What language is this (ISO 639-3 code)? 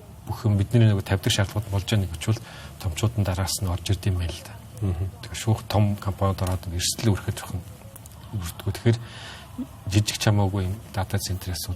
mon